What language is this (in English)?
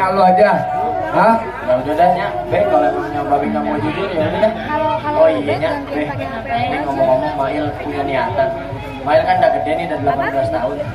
Betawi